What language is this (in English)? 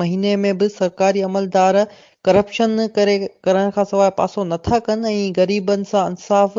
Sindhi